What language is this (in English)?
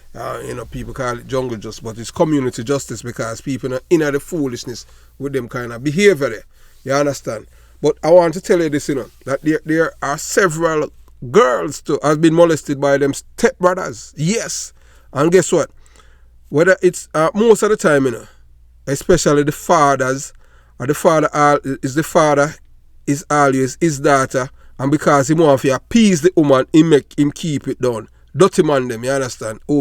Jamaican Creole English